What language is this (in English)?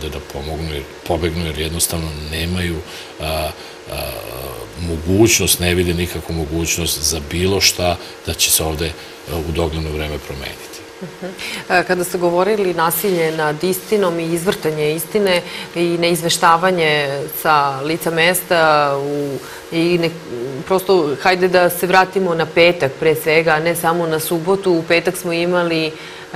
Serbian